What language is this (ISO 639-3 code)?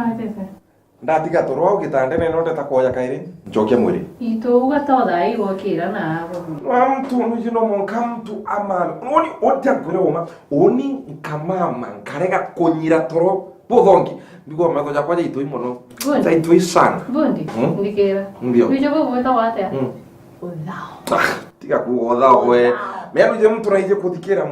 mer